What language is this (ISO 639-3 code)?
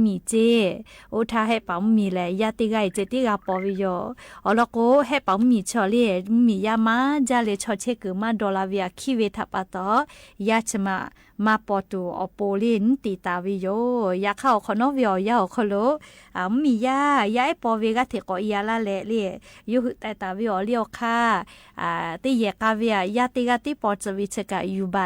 lhu